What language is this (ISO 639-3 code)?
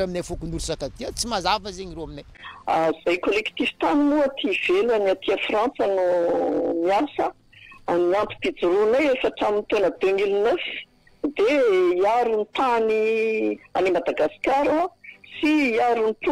mlg